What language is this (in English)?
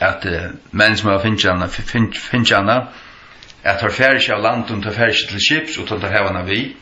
Faroese